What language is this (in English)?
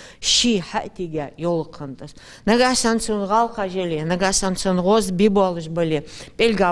Ingush